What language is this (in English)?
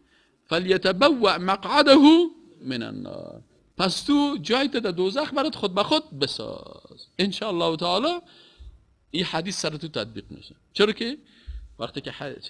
Persian